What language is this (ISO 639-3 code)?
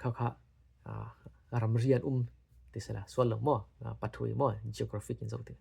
cfm